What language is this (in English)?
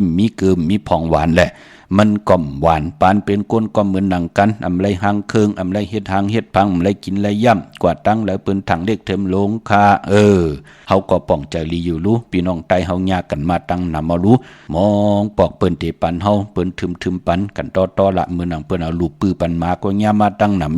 Shan